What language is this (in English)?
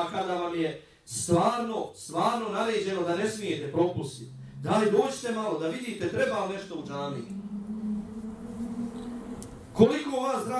Bosnian